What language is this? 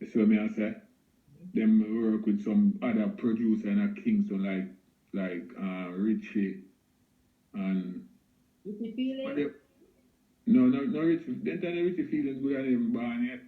Jamaican Creole English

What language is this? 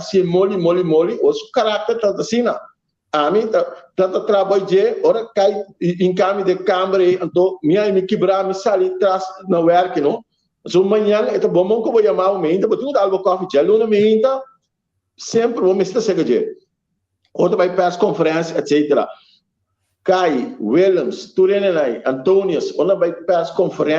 Papiamento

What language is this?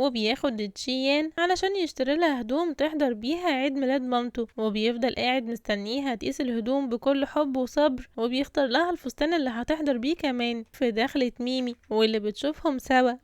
Egyptian Arabic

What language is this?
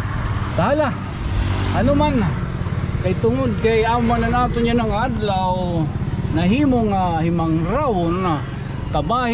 Waray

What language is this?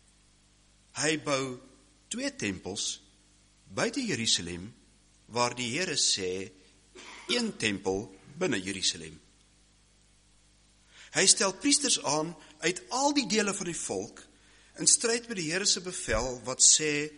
Afrikaans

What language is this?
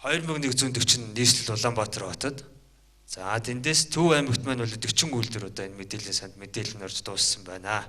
Mongolian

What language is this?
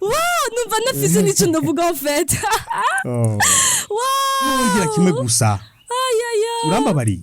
Rundi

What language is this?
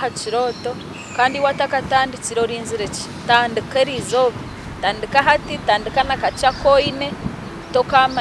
Nyankole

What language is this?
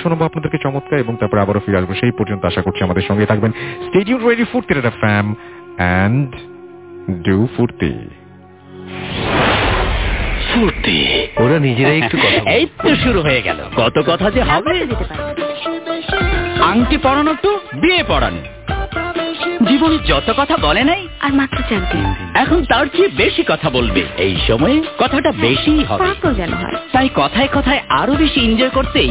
Bangla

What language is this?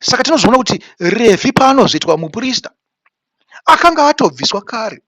Shona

